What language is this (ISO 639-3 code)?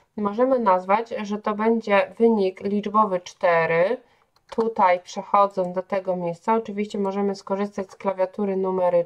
pol